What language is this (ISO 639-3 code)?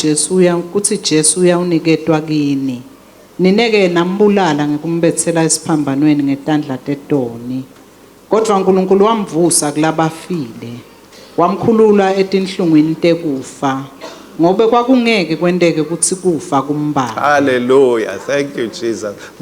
ssw